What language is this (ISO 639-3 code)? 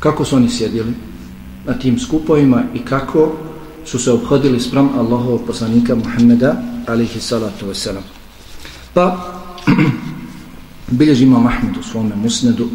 bos